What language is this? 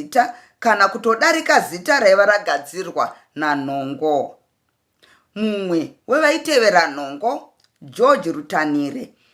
Shona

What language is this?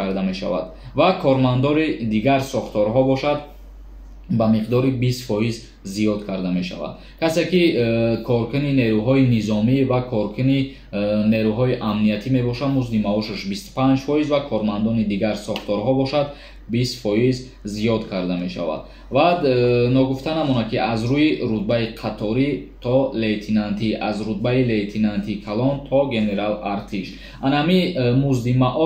Tajik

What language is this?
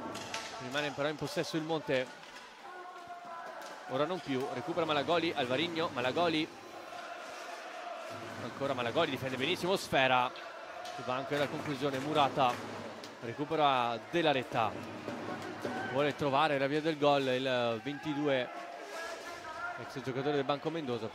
Italian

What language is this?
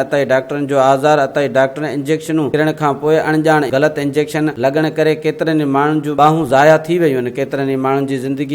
Sindhi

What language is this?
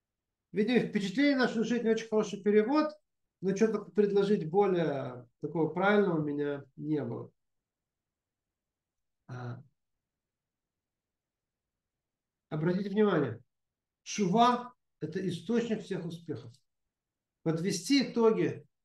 Russian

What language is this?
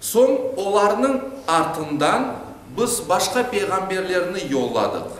Crimean Tatar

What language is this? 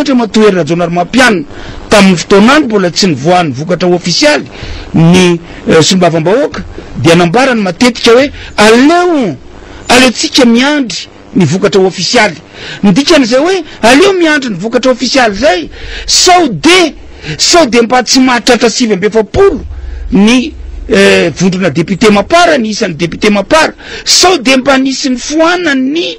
Malagasy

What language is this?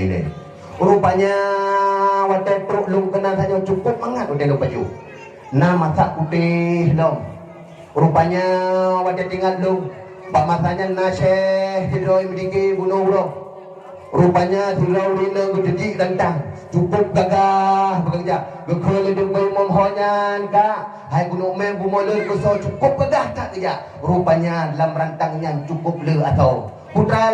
Achinese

